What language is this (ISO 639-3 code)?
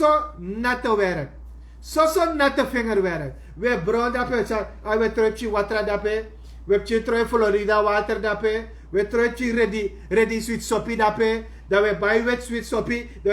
srn